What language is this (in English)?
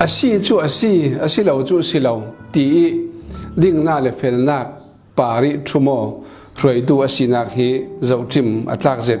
Falam Chin